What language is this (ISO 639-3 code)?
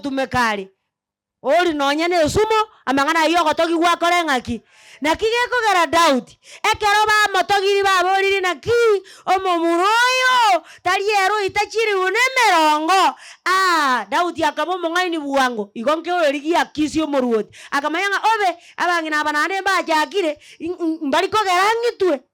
guz